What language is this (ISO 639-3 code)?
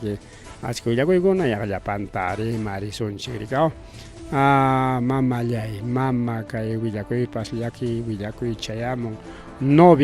quy